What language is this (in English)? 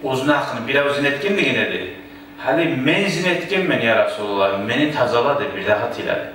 Kumyk